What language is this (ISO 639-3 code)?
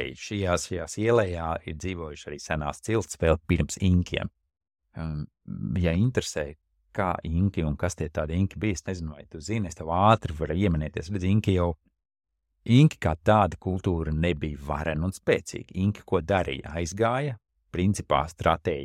lav